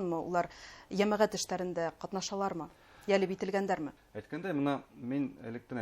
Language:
Bashkir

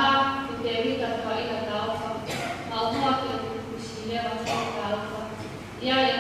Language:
Tongan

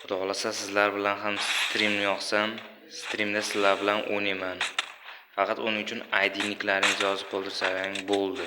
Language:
Uzbek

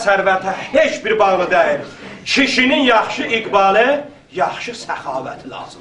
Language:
South Azerbaijani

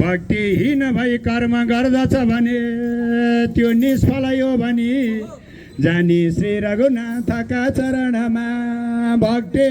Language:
Nepali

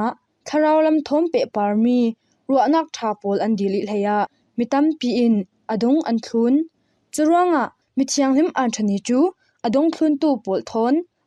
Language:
Falam Chin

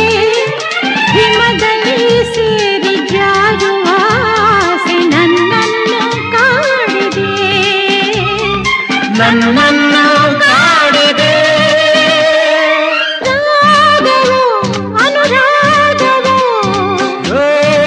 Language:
Kannada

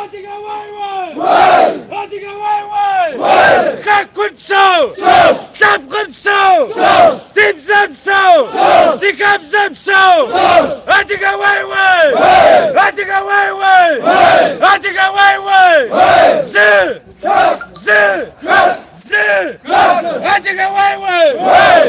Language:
Kabardian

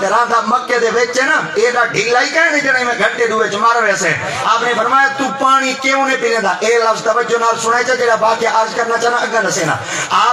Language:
Saraiki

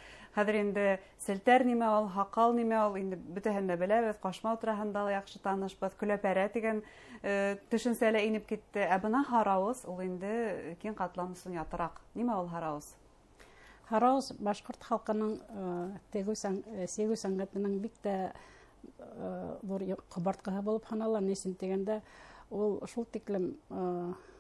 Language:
Bashkir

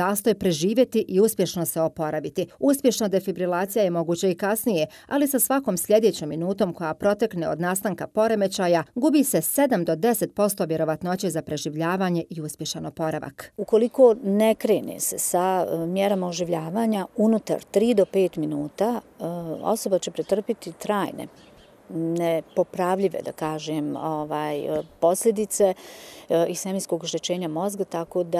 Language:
Bosnian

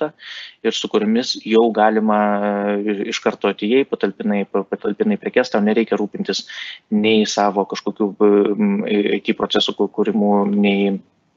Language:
Lithuanian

